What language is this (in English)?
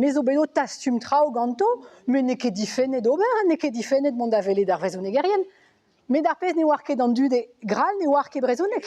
Breton